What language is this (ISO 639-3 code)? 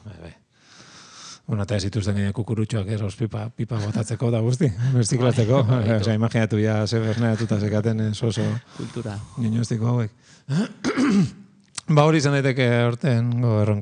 eus